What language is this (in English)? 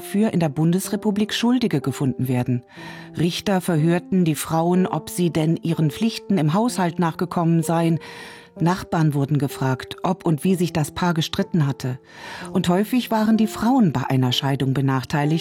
German